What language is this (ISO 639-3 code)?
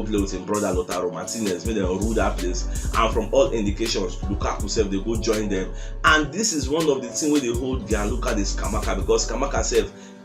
pcm